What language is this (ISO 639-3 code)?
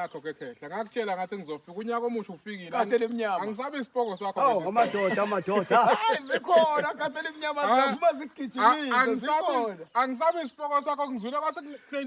zul